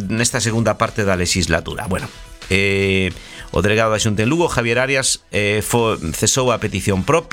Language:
Galician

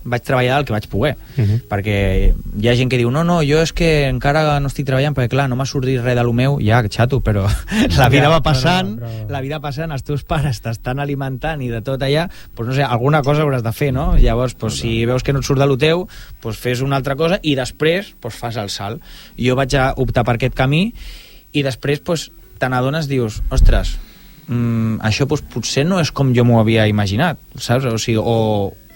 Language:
Catalan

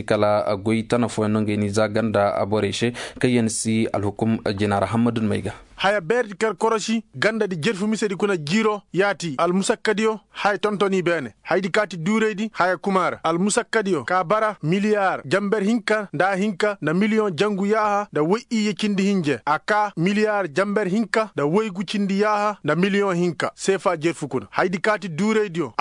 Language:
Koyraboro Senni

